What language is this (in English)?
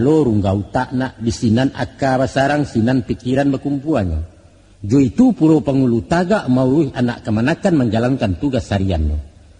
Minangkabau